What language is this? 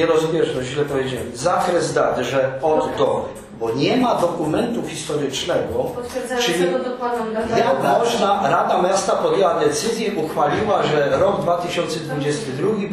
Polish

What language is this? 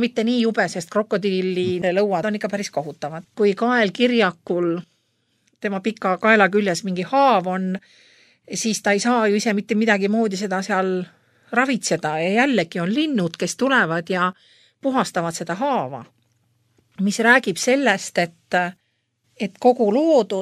Estonian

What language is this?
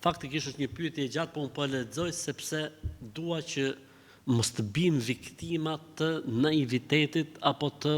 Albanian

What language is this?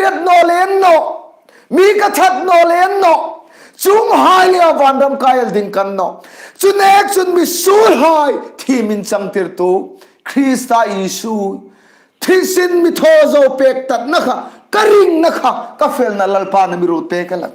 Hmar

